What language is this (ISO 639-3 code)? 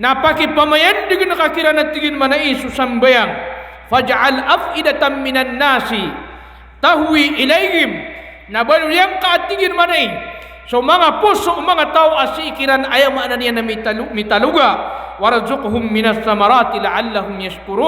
mrw